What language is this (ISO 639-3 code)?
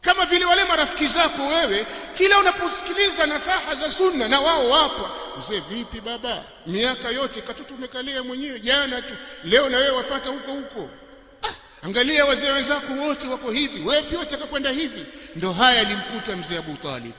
swa